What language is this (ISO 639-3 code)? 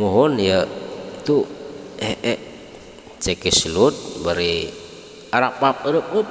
sun